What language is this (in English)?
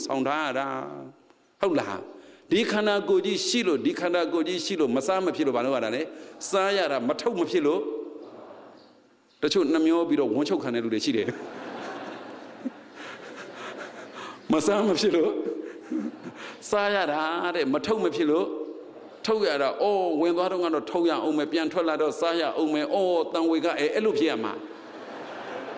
Burmese